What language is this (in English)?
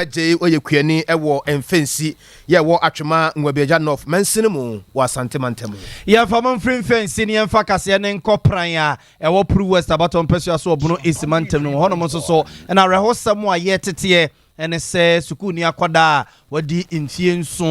Akan